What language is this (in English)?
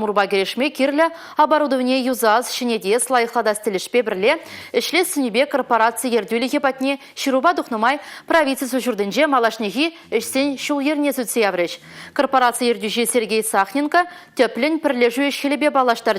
Chuvash